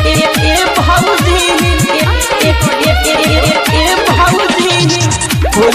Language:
Bhojpuri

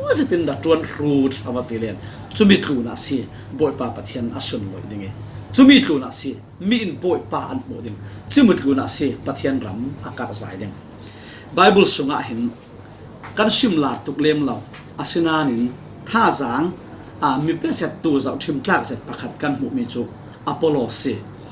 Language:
Falam Chin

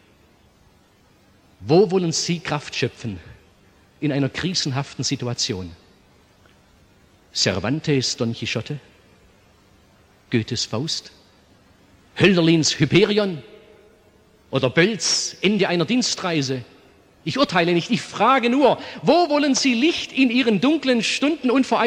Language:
German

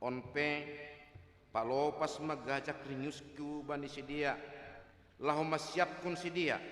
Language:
Batak Simalungun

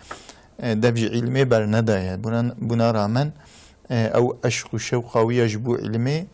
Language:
Kurdish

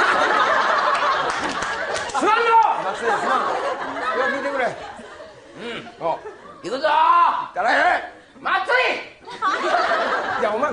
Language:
Japanese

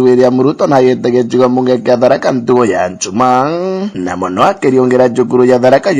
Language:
Meru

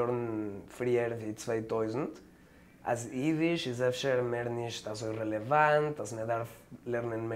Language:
Yiddish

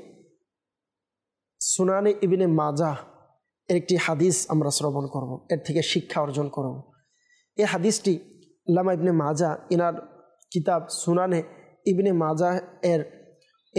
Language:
Bangla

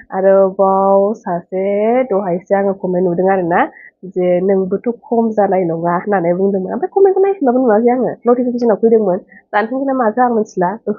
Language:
Bodo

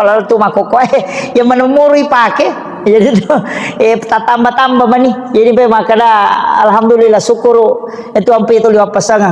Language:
Buginese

